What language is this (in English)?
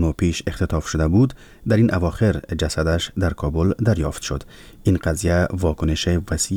Persian